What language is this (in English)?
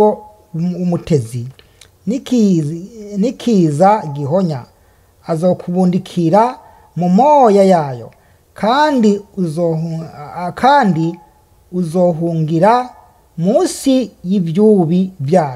Rundi